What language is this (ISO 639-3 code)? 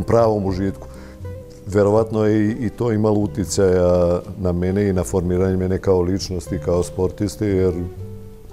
srp